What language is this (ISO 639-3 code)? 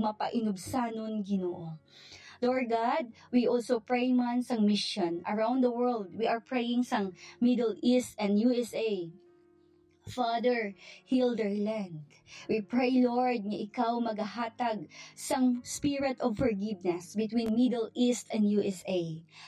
hil